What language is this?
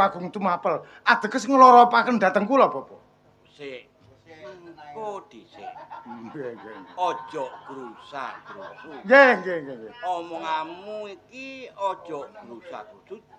Javanese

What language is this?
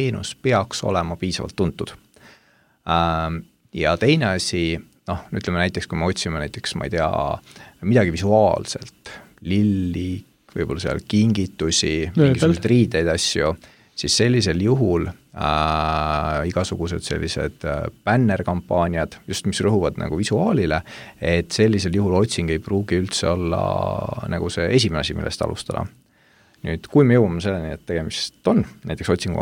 Estonian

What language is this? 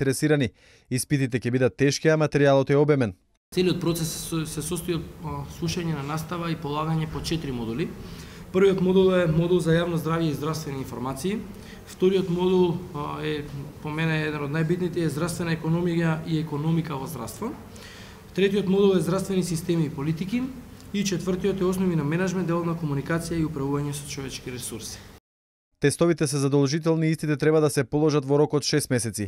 Macedonian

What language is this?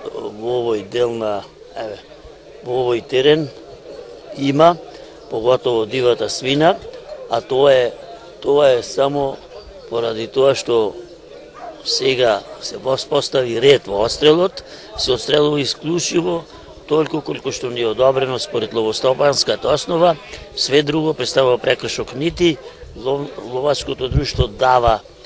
Macedonian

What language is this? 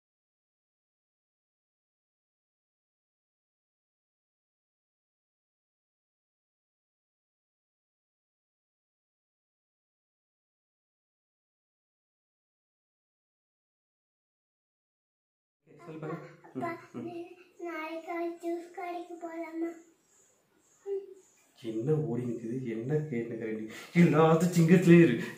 Tamil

